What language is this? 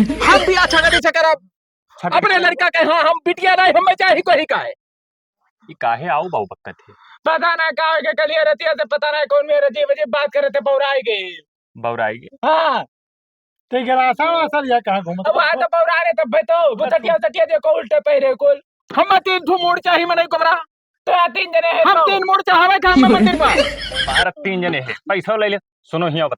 Awadhi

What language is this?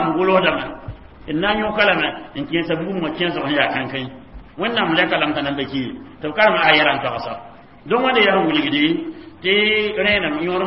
Mossi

